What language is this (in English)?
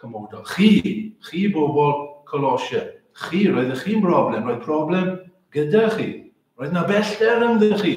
Welsh